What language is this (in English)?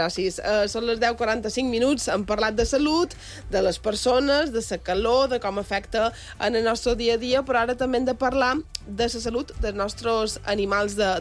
Catalan